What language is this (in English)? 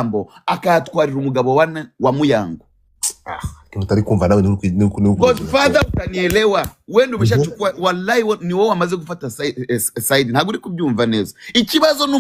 Kinyarwanda